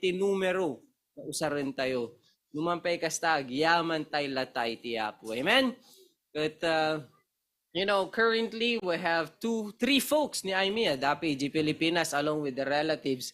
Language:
Iloko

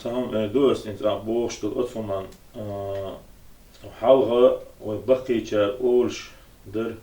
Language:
Chechen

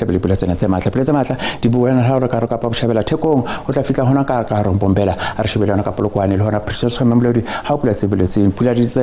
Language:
Southern Sotho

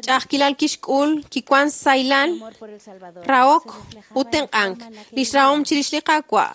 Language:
Kekchí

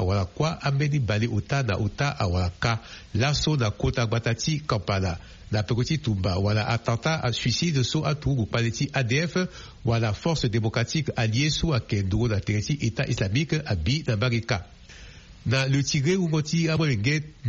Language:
Sango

